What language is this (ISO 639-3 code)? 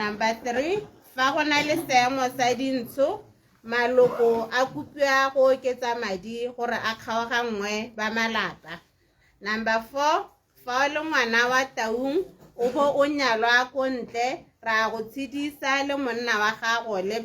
tsn